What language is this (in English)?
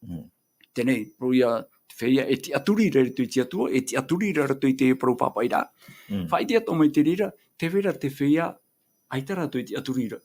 Tahitian